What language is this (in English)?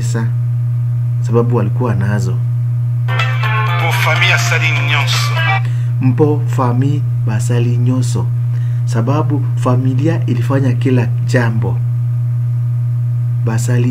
Swahili